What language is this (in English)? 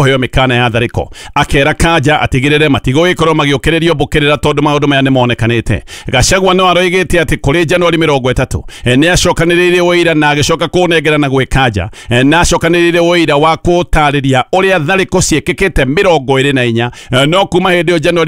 Kikuyu